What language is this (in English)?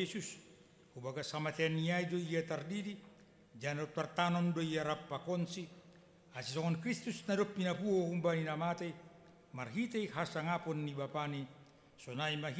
Batak Simalungun